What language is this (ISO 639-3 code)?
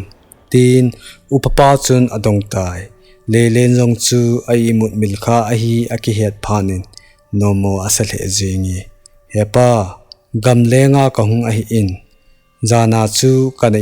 tcz